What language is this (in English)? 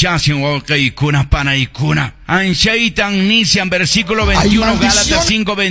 Quechua